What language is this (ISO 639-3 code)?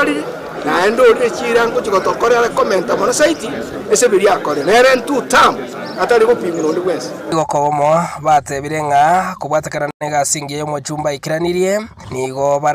guz